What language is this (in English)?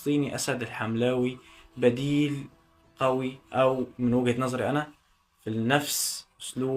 Egyptian Arabic